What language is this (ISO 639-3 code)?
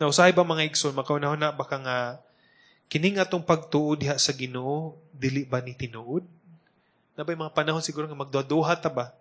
ceb